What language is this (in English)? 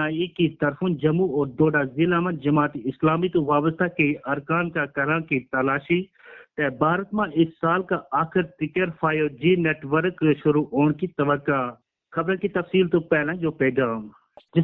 Gujari